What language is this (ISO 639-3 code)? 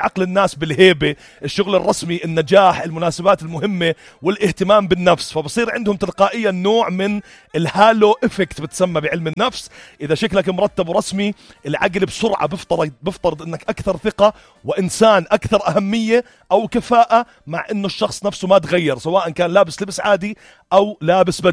apc